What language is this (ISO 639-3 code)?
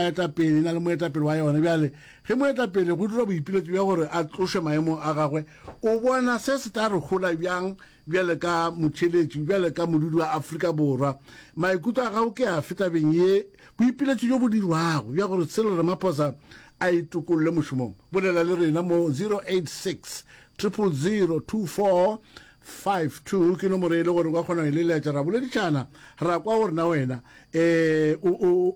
nso